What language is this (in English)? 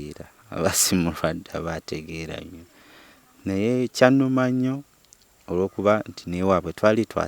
Ganda